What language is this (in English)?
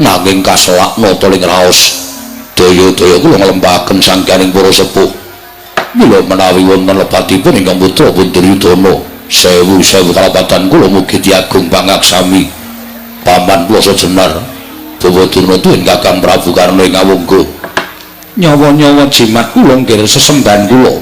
Javanese